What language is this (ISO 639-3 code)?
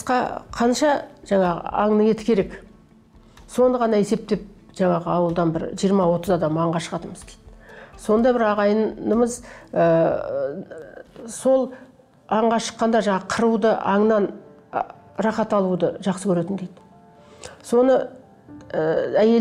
kaz